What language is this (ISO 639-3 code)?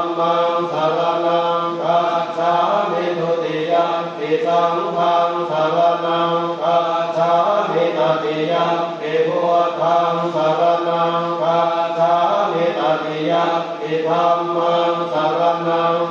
pli